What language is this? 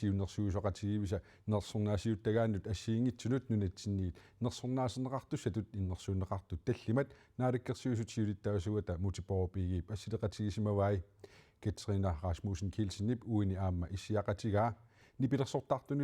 Kalaallisut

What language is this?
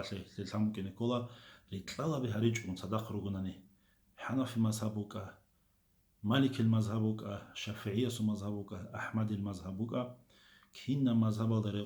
Avaric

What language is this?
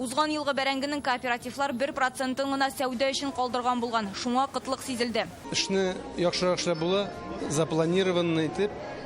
Tatar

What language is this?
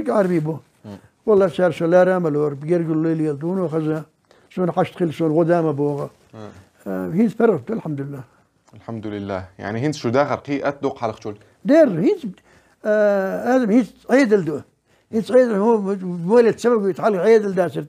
Chechen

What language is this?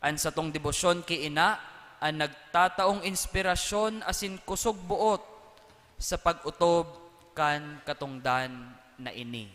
Bikol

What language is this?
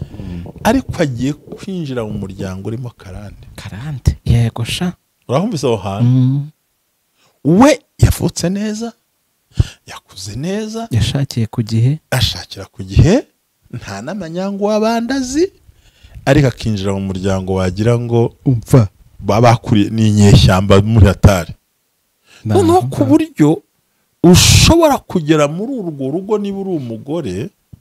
Kinyarwanda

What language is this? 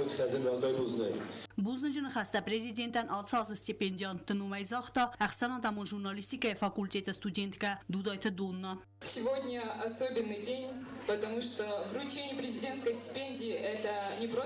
Ossetic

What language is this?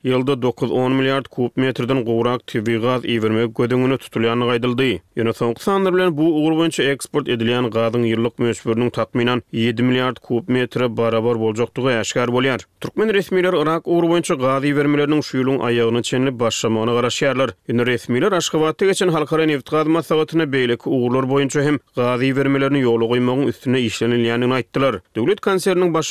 Turkmen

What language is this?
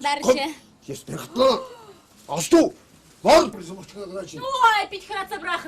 Chuvash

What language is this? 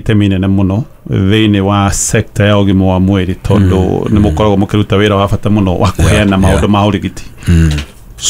Kikuyu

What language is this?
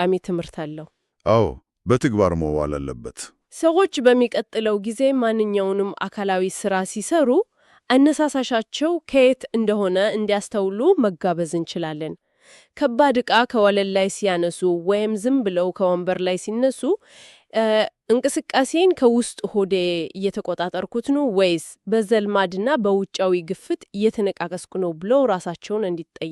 Amharic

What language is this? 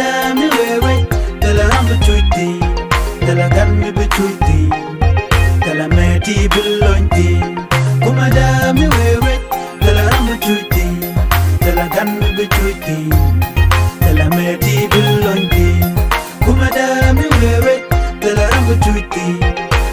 Nuer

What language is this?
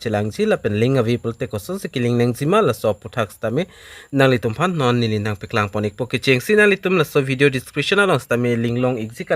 Karbi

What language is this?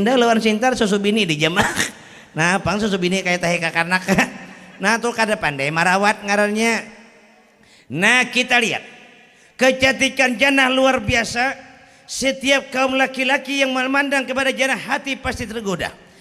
Banjar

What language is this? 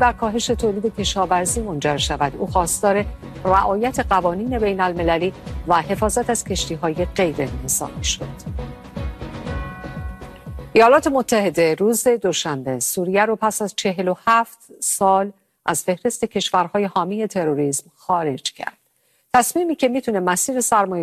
Persian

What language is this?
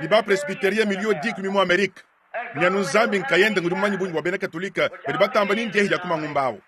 Luba-Lulua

